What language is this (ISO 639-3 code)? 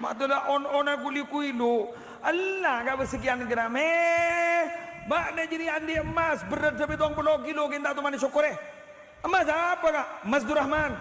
mad